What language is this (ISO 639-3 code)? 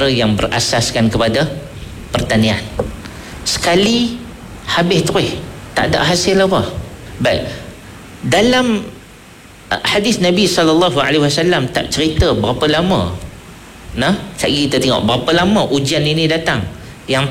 msa